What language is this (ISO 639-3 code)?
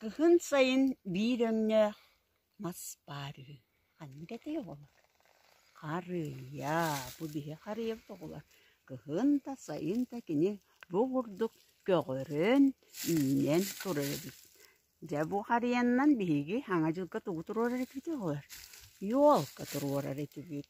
sah